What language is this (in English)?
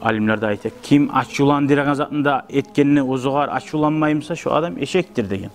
Kumyk